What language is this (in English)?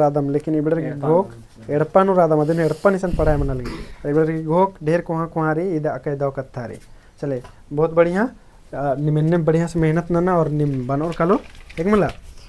Kurukh